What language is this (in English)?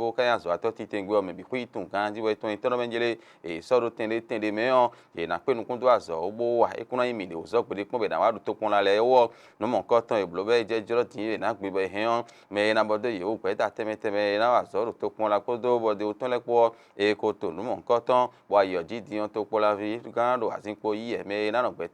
Fon